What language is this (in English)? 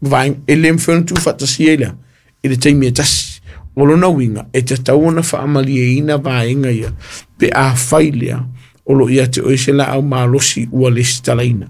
Samoan